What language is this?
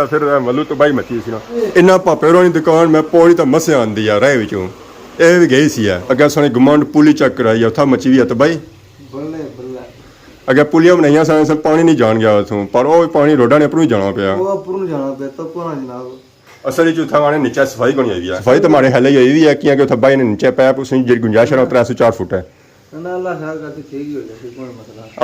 Pahari-Potwari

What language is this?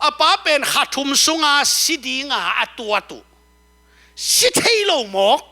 Tedim Chin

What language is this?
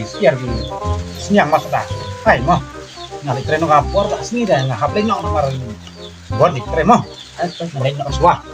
Khasi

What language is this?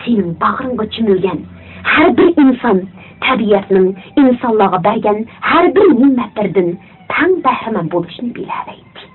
Uyghur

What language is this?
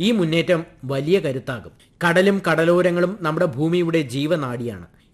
Malayalam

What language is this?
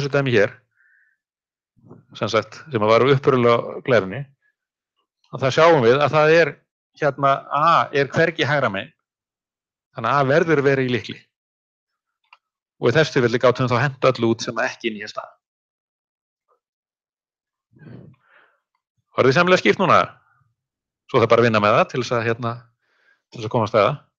Icelandic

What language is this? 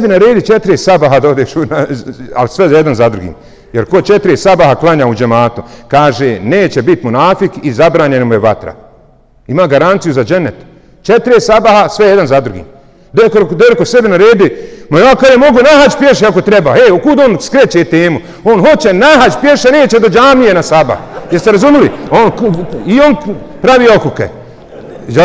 Bosnian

